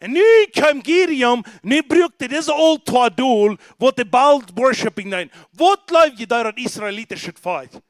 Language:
Plautdietsch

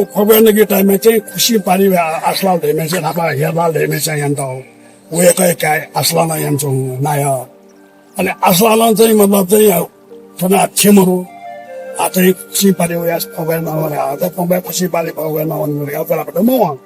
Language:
Newari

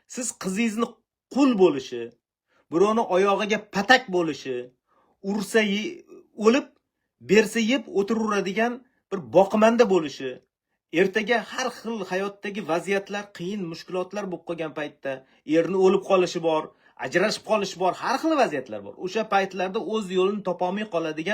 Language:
Uzbek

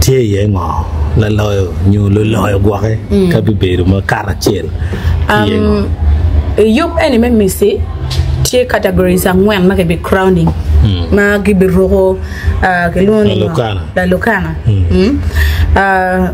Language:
Acoli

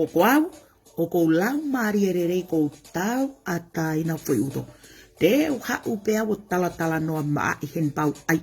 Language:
Tongan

